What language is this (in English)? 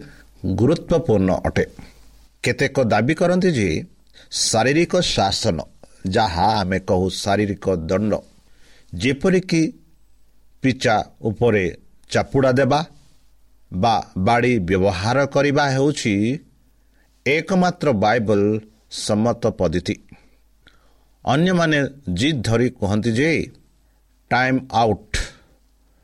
Odia